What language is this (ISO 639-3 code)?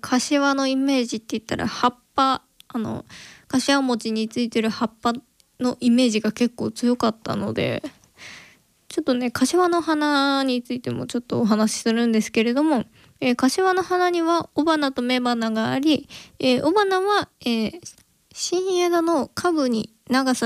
jpn